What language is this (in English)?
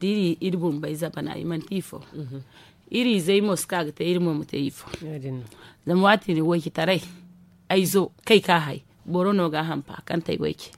Zarma